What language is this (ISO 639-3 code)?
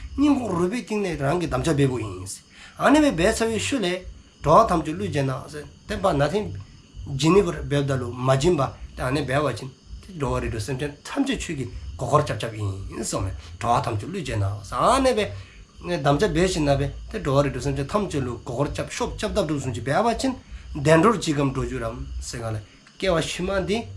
dzo